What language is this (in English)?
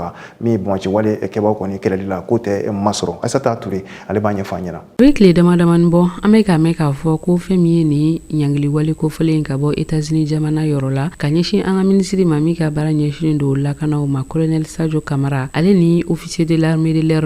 Bambara